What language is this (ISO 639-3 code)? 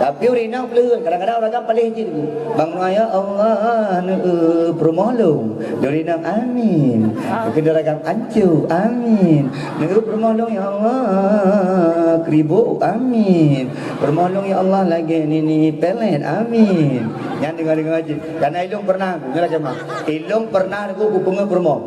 ace